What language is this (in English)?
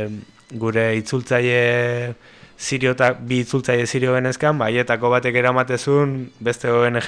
Basque